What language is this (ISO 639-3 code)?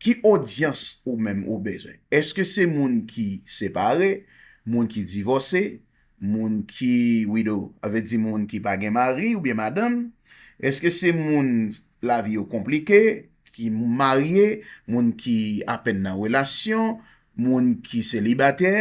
hat